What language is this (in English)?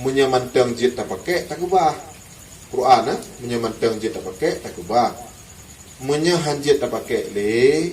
Achinese